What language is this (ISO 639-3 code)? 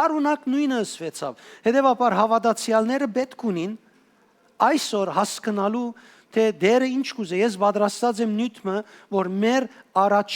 hyw